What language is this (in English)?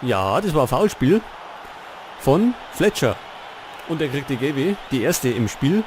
Bavarian